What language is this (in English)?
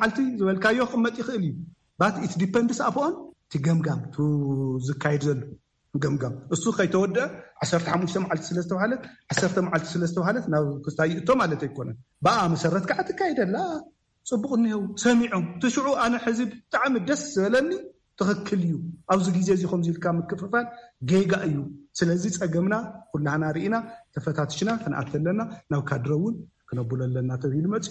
Tigrinya